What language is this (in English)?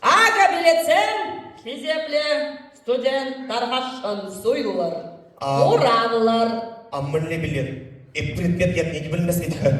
Chuvash